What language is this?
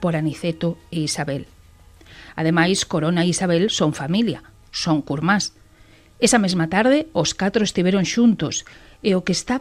Galician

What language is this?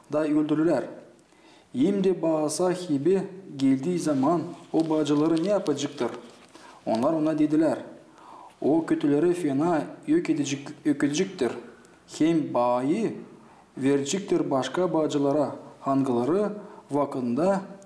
Gagauz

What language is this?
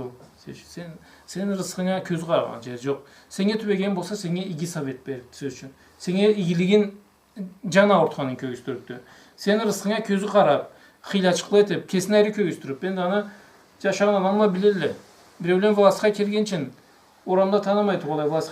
Karachay-Balkar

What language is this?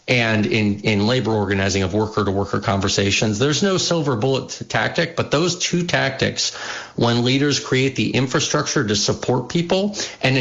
English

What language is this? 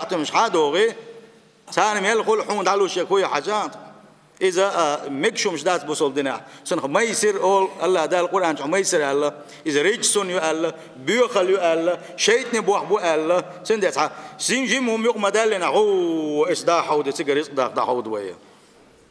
Chechen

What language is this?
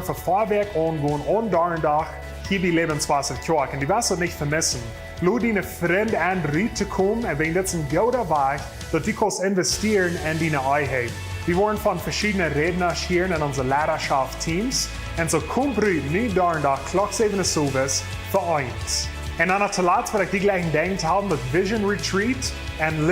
Plautdietsch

